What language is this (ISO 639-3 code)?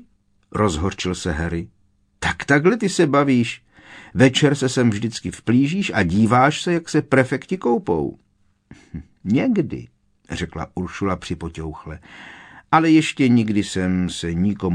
ces